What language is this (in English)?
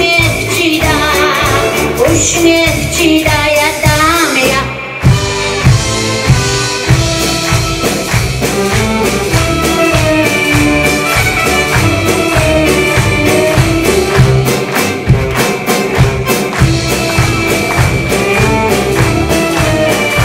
Polish